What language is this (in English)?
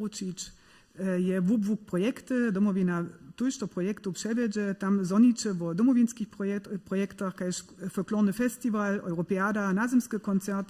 Upper Sorbian